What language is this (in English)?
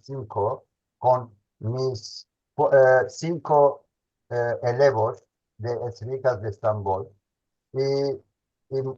Ladino